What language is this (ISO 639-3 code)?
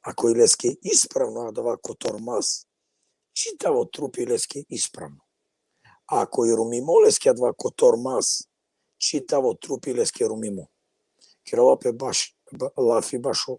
rmn